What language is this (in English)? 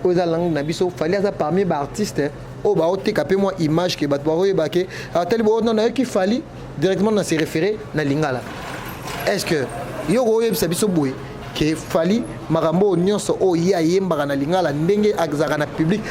Lingala